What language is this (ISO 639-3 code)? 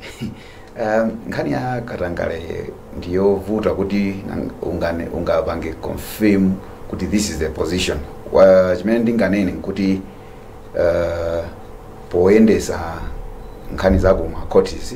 nya